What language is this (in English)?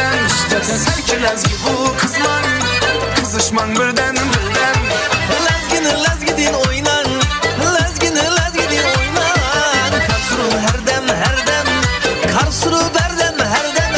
Kara-Kalpak